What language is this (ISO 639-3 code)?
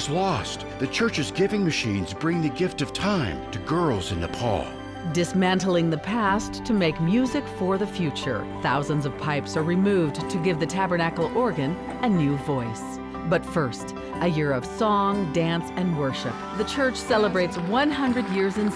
tah